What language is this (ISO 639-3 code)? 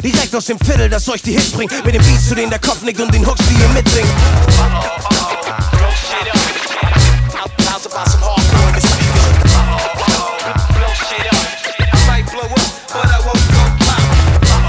deu